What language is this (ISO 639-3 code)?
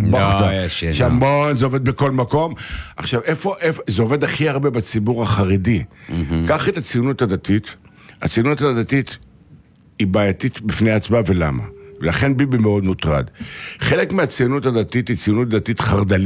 heb